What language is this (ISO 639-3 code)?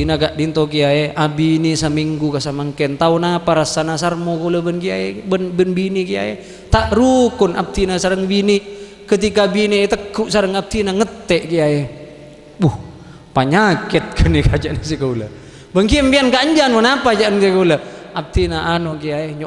mad